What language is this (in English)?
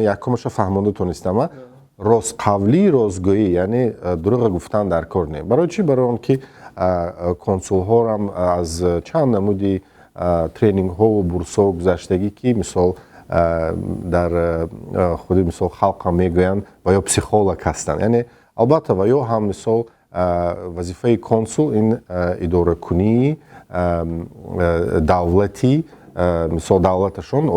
Tajik